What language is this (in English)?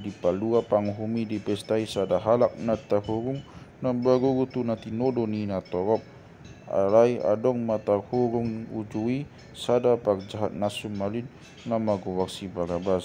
Batak Toba